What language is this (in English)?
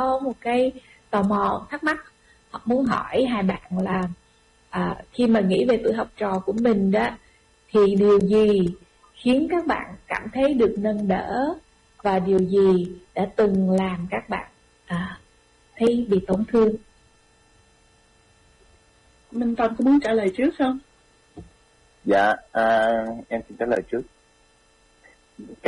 Vietnamese